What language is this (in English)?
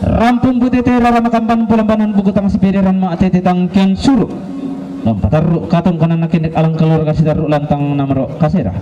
Toraja-Sa'dan